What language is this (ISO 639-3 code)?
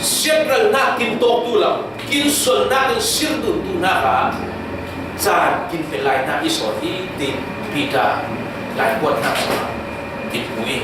cfm